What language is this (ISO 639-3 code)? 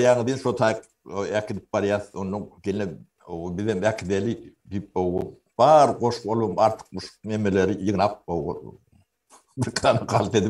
tuk